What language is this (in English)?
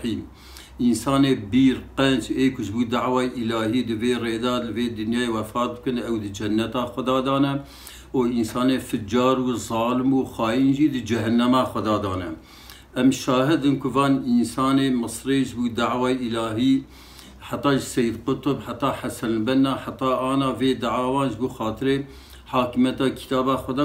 Kurdish